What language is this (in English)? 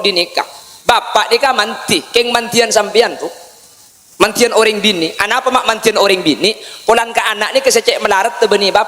Madurese